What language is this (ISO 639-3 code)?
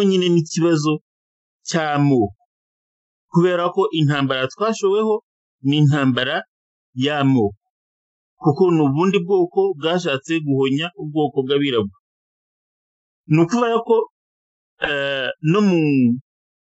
kin